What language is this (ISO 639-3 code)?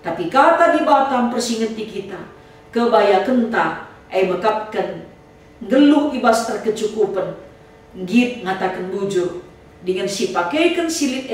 btx